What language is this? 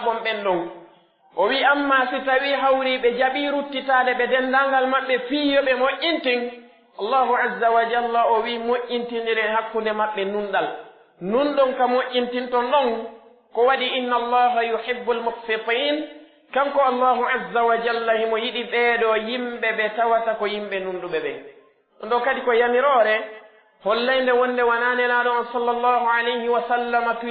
Pular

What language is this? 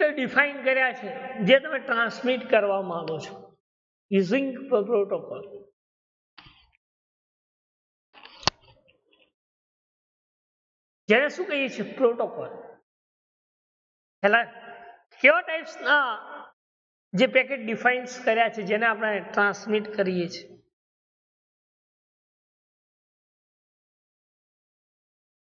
Gujarati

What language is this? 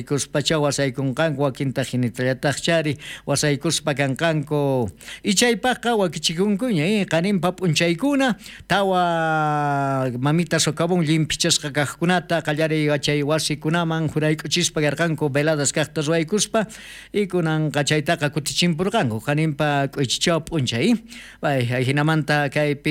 South Bolivian Quechua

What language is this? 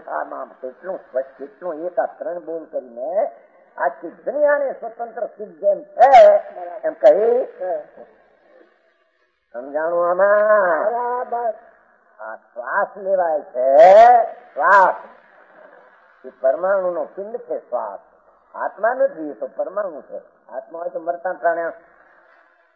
Gujarati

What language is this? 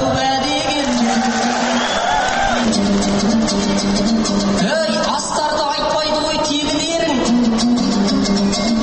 Kazakh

